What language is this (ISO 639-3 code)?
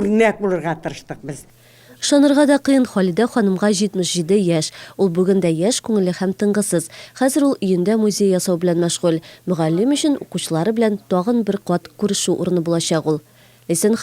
tat